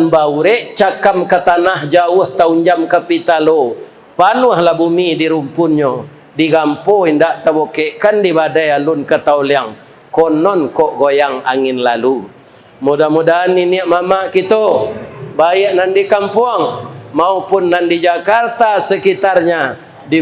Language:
Minangkabau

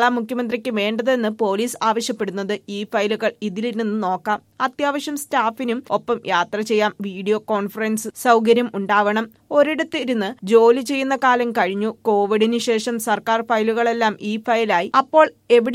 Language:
Malayalam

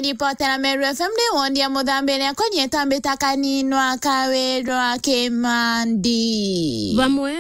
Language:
Meru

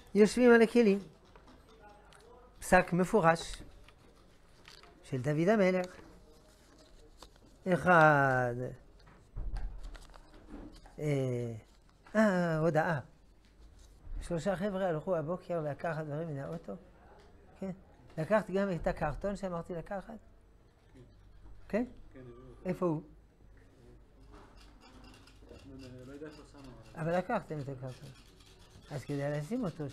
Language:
Hebrew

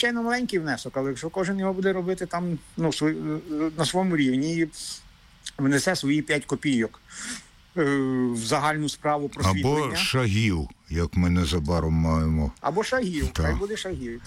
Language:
Ukrainian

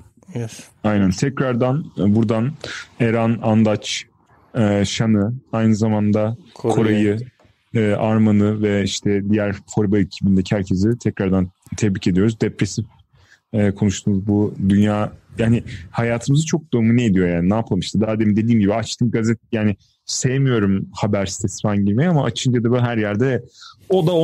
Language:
Turkish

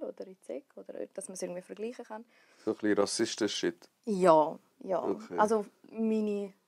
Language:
Swiss German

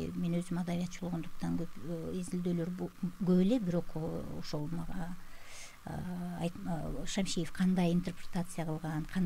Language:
Kyrgyz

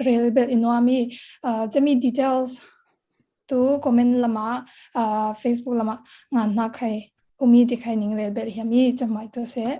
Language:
Falam Chin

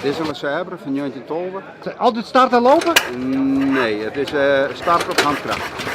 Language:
Western Frisian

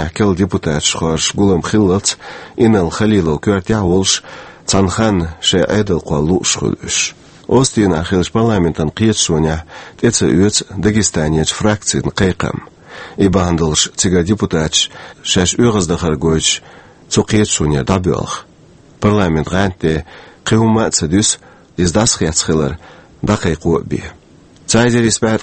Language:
Chechen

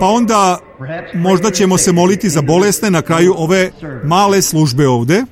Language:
Serbian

